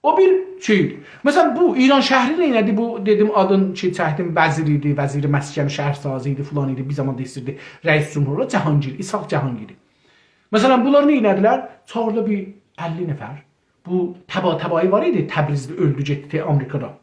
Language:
South Azerbaijani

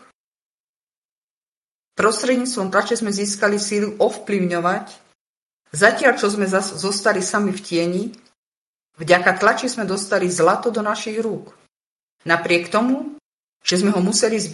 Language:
Slovak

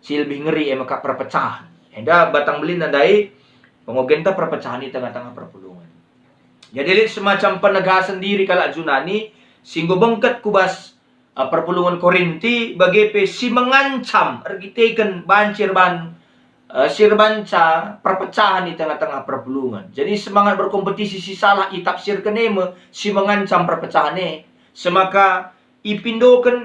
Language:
Batak Karo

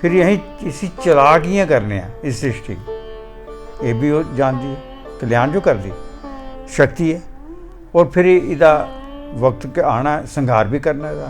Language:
Dogri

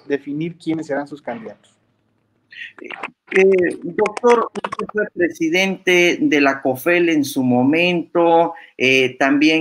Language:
Spanish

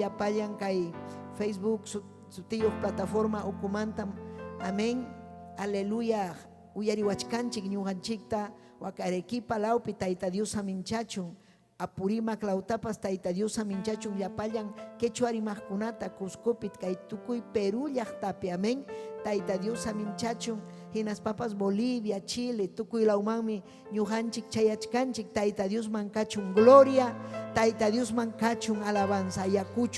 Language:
Ayacucho Quechua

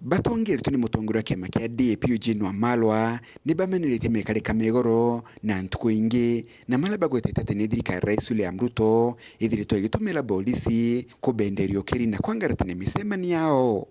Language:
Meru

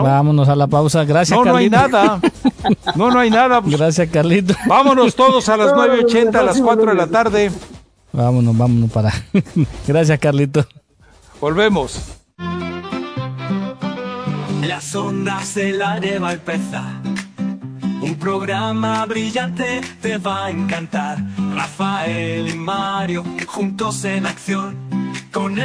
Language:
Spanish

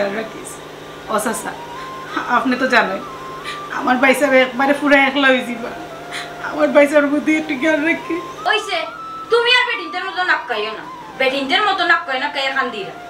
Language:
Sylheti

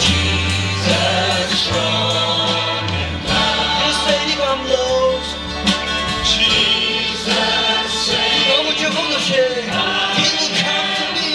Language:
Chokri Naga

